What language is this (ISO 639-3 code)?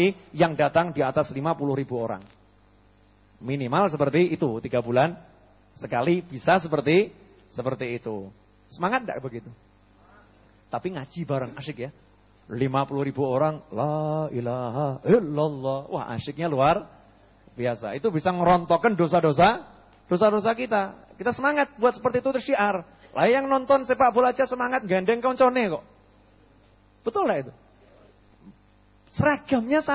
ind